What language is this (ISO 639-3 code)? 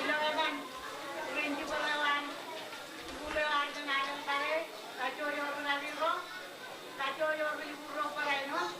mah